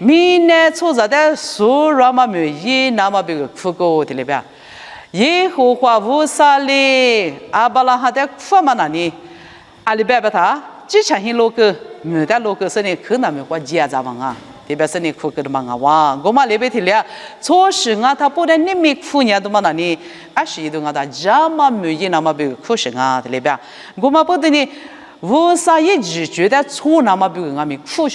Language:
Lisu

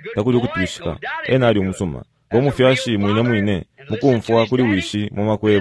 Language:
Bemba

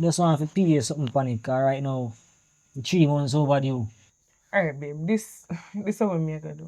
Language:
Jamaican Creole English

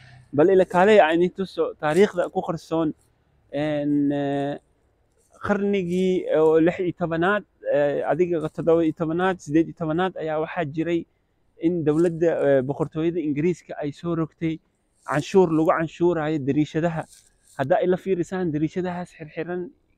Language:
Somali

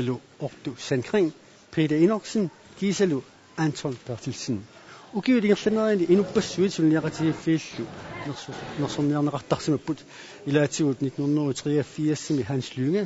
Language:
Kalaallisut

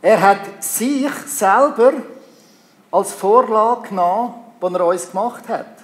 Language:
Swiss German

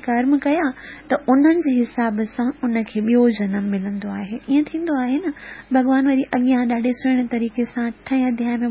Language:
Sindhi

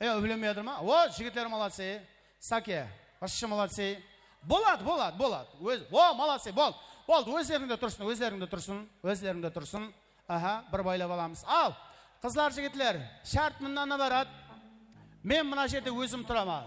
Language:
Kara-Kalpak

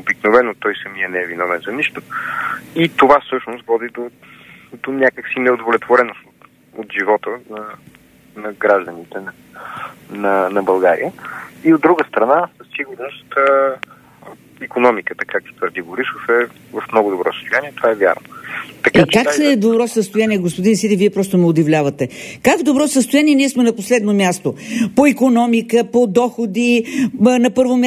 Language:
Bulgarian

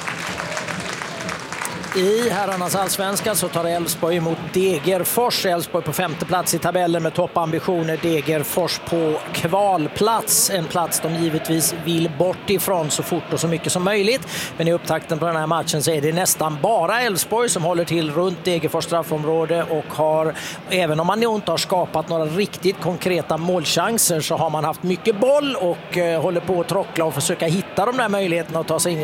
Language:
Swedish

